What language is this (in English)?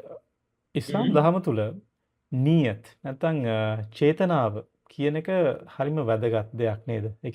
Sinhala